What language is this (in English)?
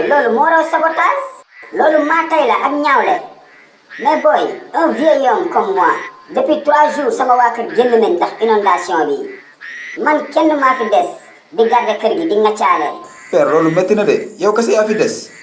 Wolof